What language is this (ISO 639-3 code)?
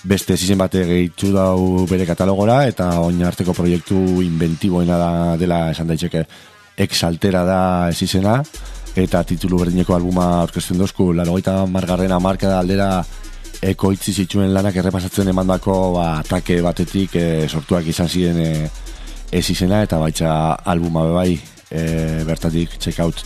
eus